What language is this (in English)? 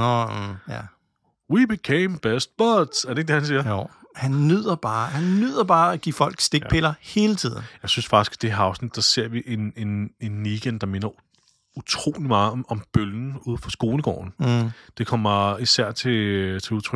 Danish